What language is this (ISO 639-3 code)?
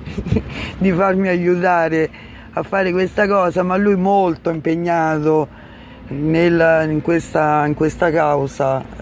ita